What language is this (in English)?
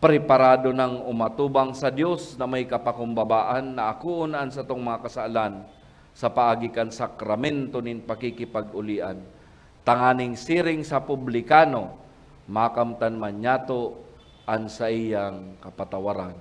Bikol